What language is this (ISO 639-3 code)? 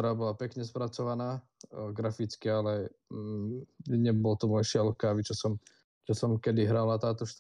slk